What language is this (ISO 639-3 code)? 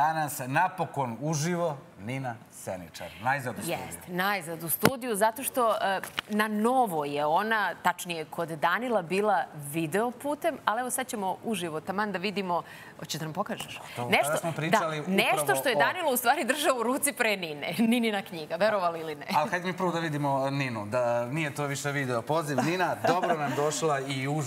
srp